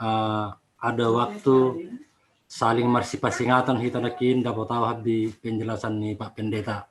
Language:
Batak Simalungun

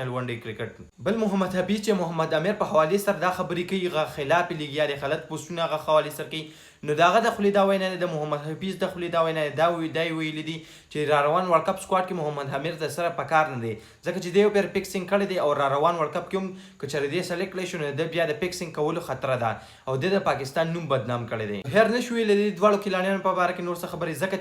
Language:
Pashto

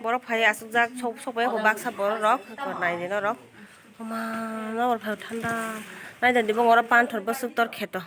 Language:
Kok Borok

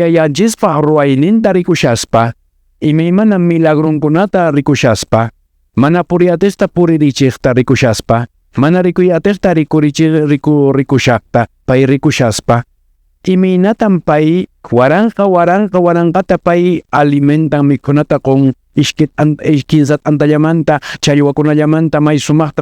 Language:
Quechua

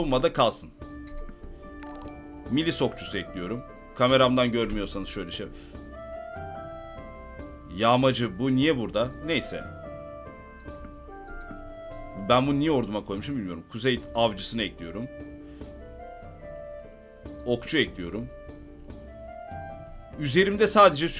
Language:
Turkish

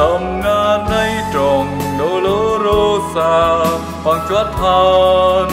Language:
Central Mnong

